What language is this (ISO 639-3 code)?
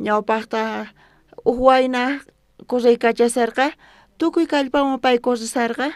quh